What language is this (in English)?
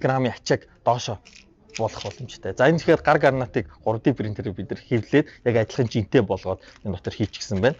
Mongolian